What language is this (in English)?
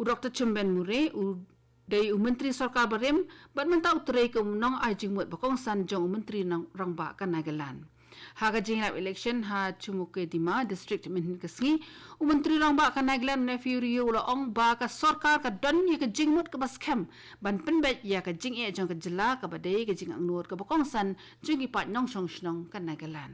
Khasi